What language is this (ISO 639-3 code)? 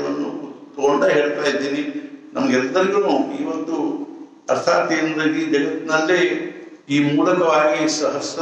kan